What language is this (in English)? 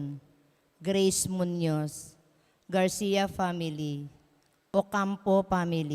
Pampanga